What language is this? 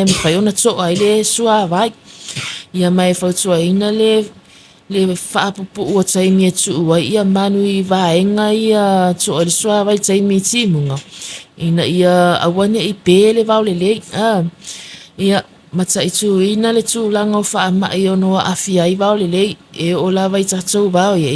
Samoan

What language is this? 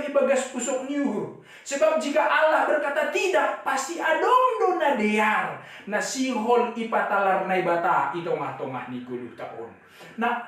Batak Simalungun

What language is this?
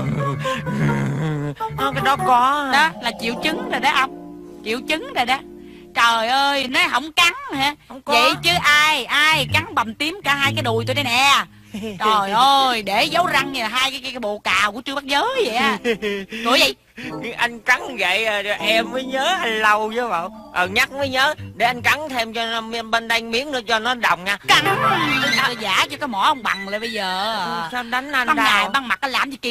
Vietnamese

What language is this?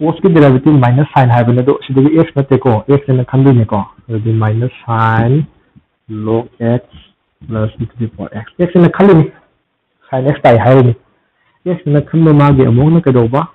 Manipuri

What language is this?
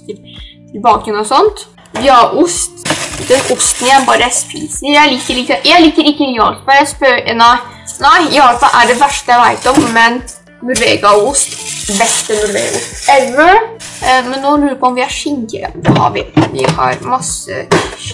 Norwegian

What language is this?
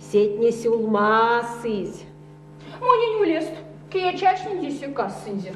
Erzya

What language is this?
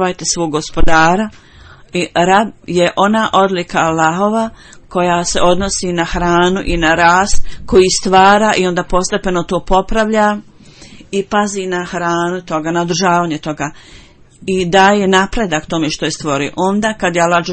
Bosnian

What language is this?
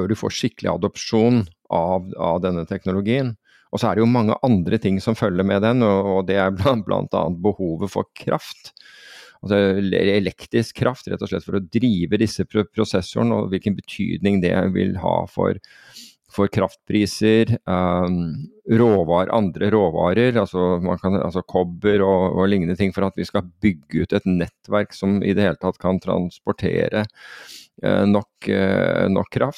Norwegian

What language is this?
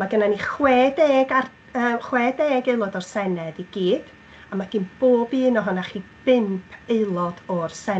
Welsh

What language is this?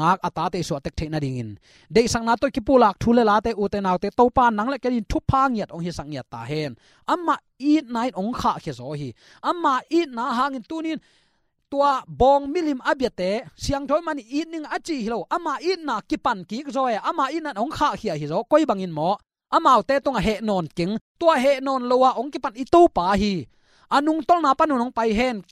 Tedim Chin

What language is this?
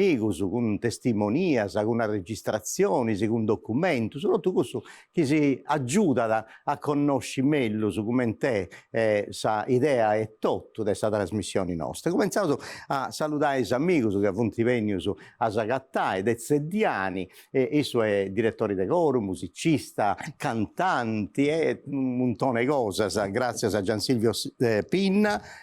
Sardinian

